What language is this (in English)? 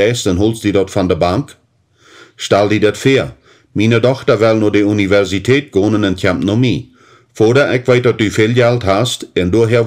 Plautdietsch